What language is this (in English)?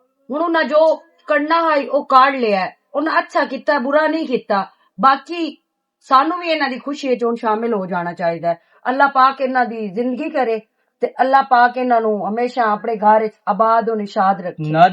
Western Panjabi